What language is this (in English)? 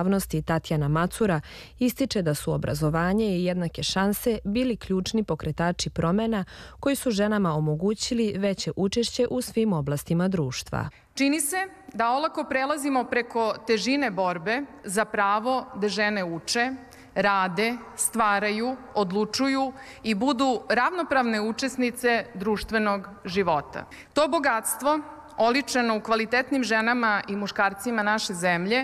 Serbian